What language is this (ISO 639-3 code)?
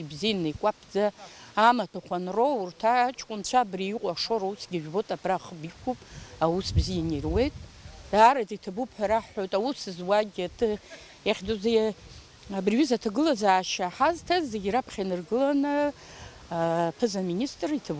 abk